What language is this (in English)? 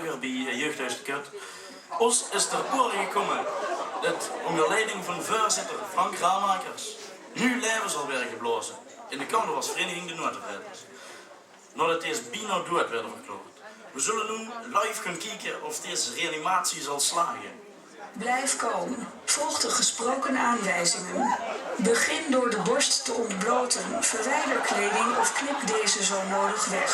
Limburgish